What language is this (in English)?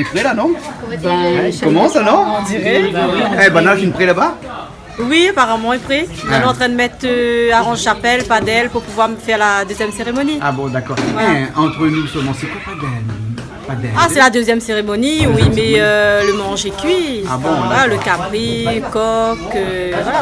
Réunion Creole French